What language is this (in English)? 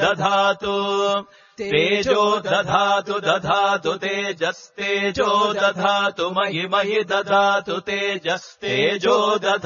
Sanskrit